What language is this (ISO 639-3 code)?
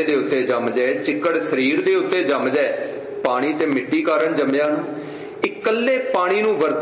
pan